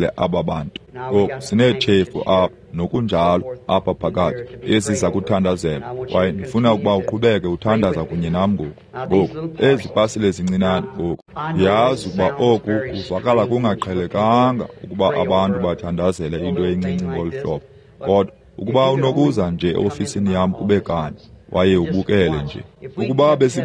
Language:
Xhosa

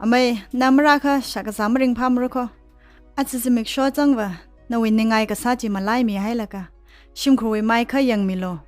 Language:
Tangkhul Naga (India)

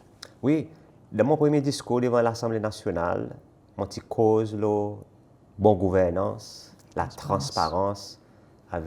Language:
Seselwa Creole French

